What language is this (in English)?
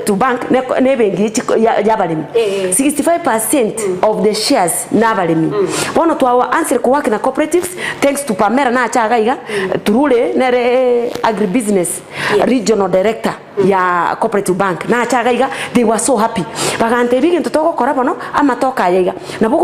Gusii